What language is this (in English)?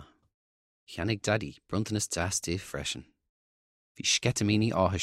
Irish